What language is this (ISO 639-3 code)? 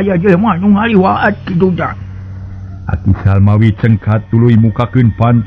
sun